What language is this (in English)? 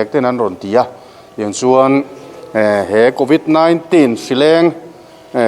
Mizo